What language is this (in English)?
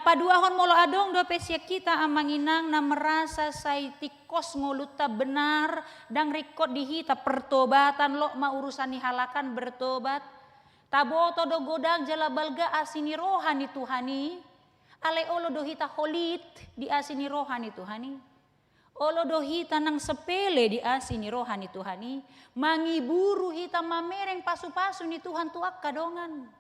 Batak Toba